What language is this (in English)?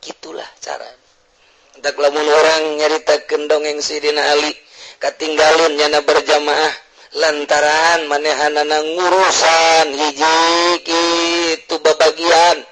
Sundanese